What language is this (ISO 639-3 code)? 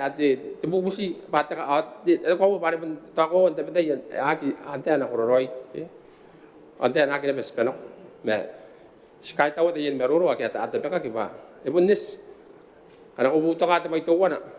gil